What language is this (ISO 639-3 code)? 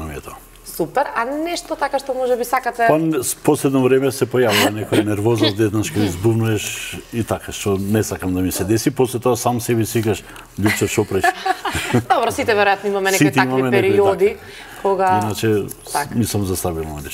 mkd